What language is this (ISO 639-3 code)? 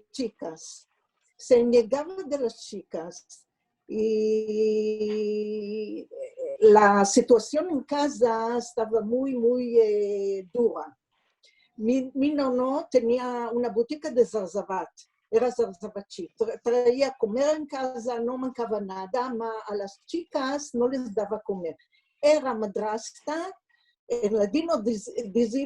lad